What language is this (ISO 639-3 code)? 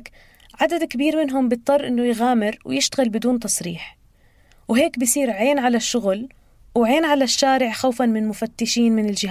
apc